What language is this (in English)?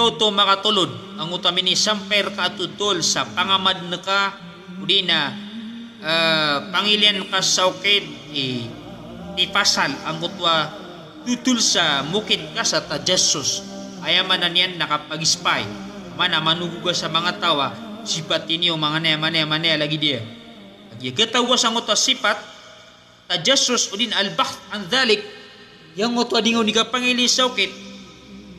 Maranao